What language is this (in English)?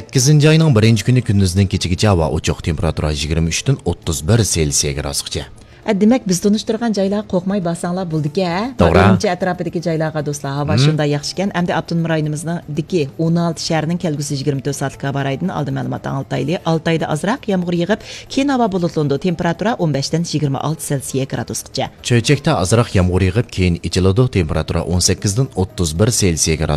Uyghur